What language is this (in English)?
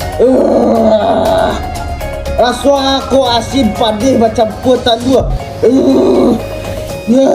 Minangkabau